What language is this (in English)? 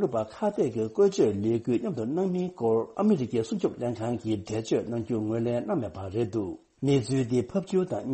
Tibetan